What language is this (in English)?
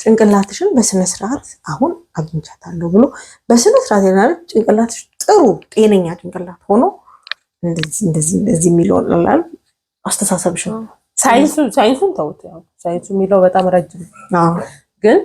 Amharic